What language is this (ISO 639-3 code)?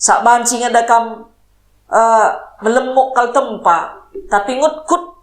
btx